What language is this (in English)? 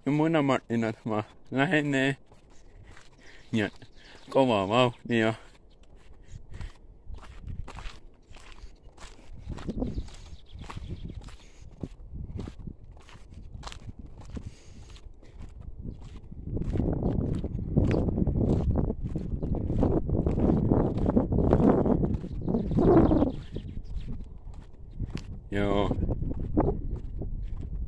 Finnish